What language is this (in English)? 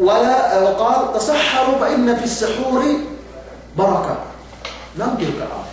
Yakan